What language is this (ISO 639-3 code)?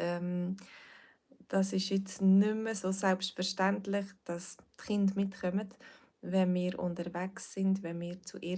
gsw